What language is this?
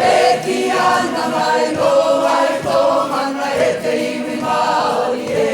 Māori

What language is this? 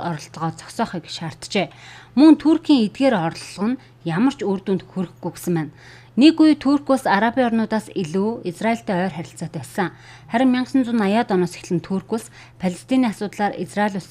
Mongolian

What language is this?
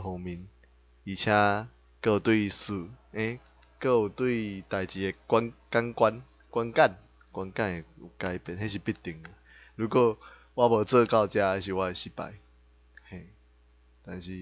Min Nan Chinese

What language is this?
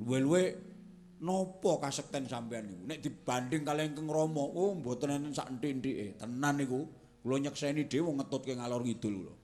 Javanese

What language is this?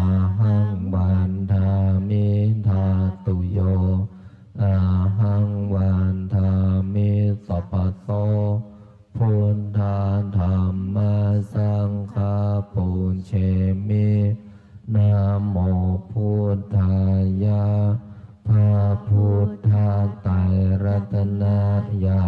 Pali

